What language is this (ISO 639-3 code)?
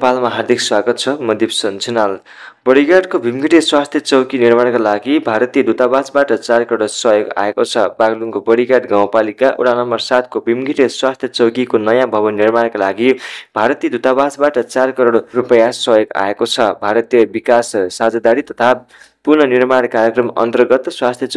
nep